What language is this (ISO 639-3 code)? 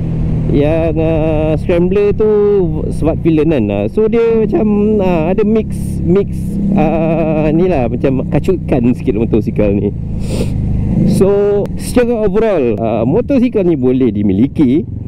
msa